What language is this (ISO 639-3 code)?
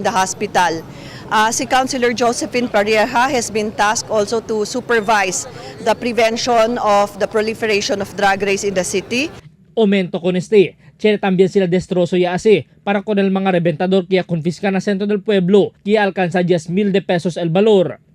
cbk